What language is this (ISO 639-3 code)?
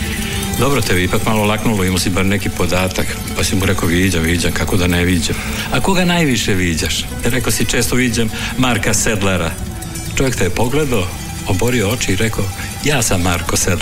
srp